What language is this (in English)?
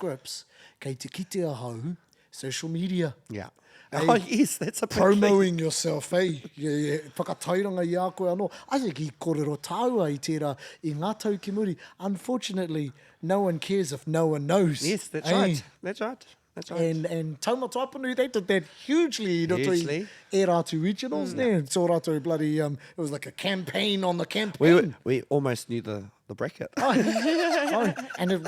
Māori